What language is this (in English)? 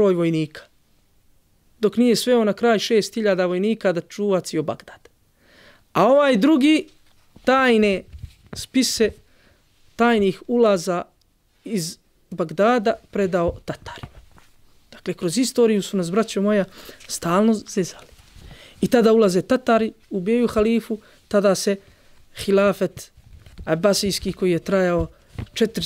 Bosnian